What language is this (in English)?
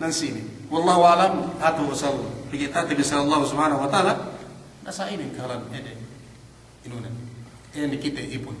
Yakan